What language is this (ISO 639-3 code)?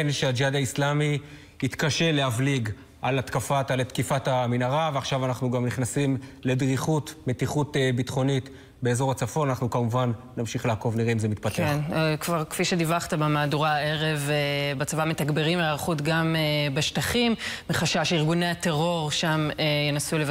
heb